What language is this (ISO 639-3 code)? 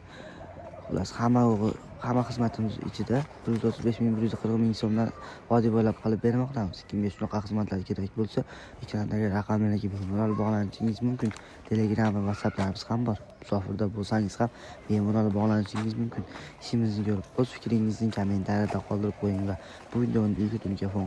uzb